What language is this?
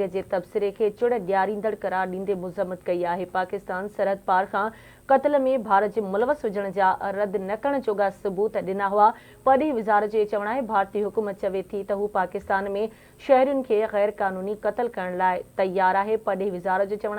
Sindhi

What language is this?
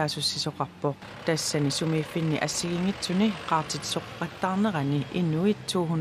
Kalaallisut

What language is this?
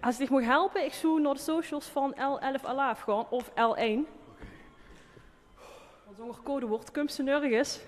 Limburgish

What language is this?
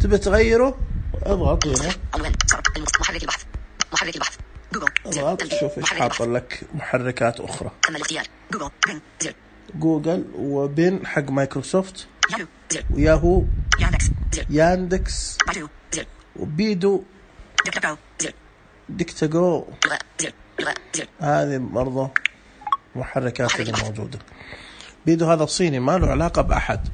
Najdi Arabic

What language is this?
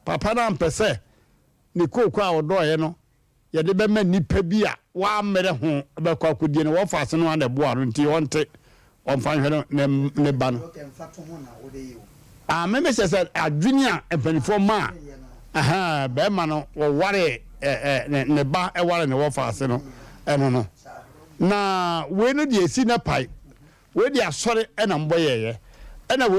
Akan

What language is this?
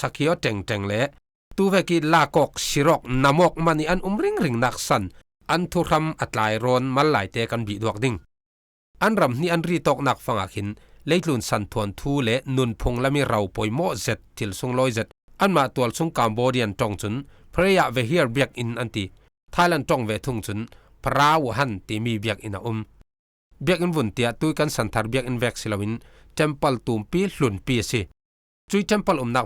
Falam Chin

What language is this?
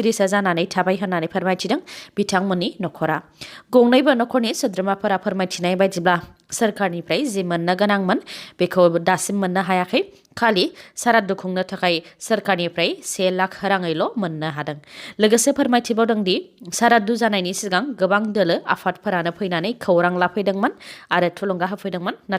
Bodo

